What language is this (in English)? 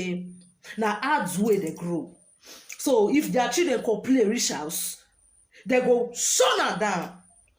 Nigerian Pidgin